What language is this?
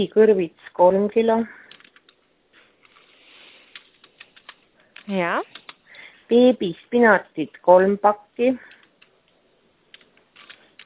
Estonian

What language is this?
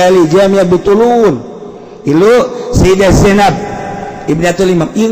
Sundanese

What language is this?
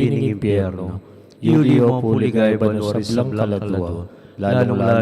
Pampanga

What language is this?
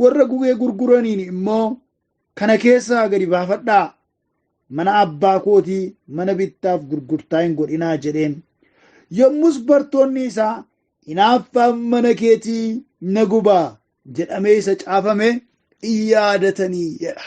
Oromo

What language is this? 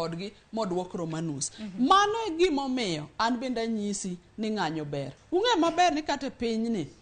Luo (Kenya and Tanzania)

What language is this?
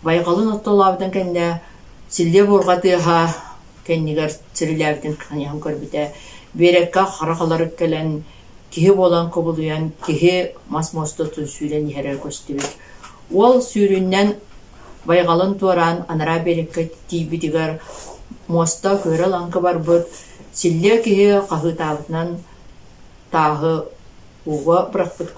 Yakut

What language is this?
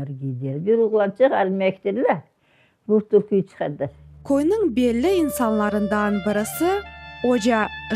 Crimean Tatar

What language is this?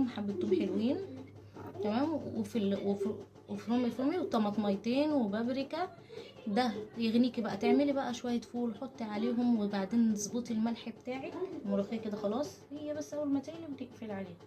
Egyptian Arabic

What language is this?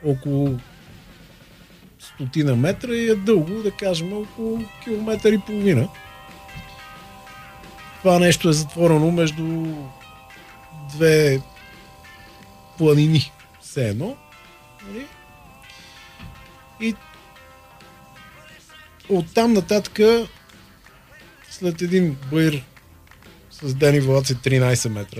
Bulgarian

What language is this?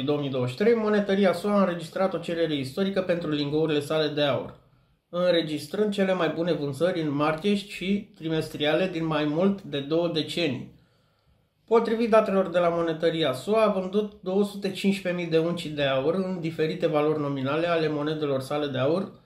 Romanian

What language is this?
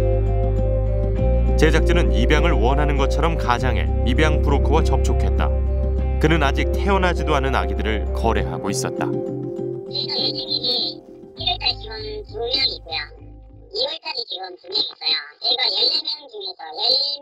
Korean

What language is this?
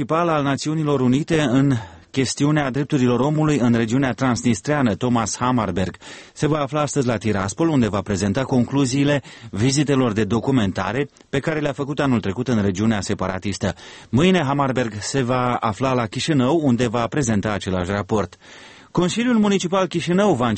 Romanian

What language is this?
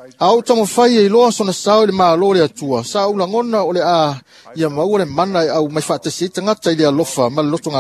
Samoan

